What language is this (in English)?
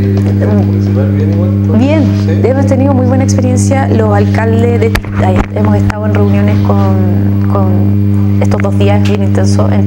Spanish